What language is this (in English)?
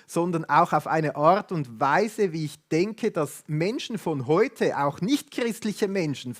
Swiss German